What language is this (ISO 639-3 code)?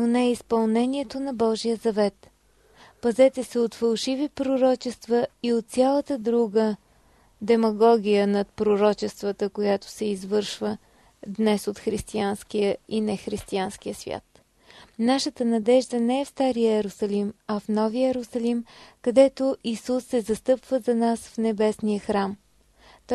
bul